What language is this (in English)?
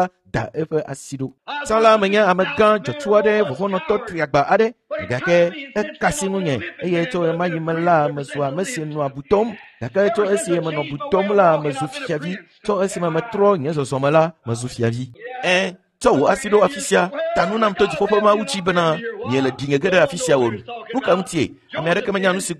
Ewe